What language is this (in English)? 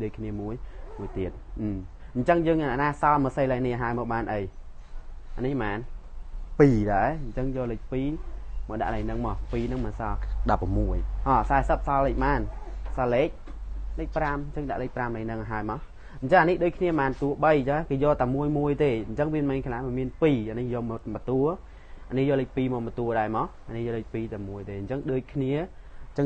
Khmer